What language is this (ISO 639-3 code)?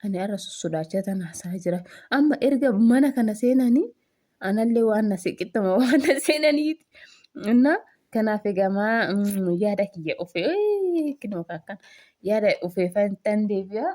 orm